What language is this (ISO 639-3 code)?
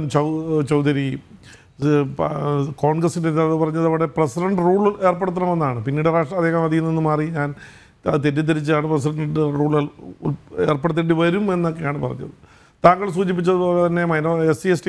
mal